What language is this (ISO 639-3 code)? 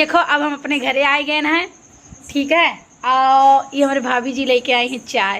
awa